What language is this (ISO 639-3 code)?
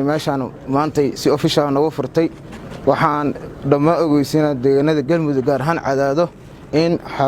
som